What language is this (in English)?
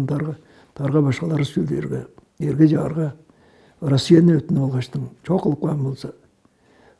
Tuvinian